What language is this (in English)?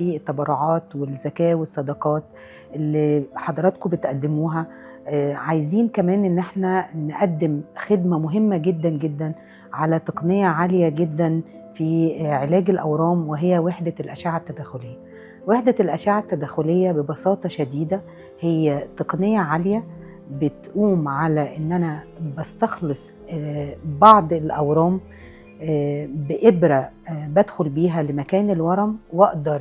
Egyptian Arabic